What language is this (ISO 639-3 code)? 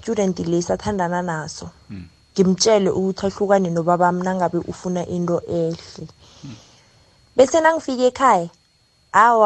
nbl